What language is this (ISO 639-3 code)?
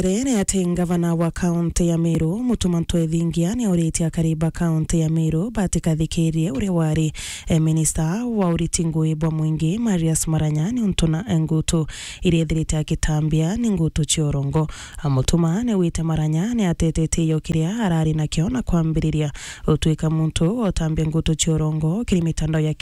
mer